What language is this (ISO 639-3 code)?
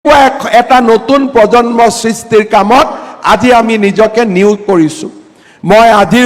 asm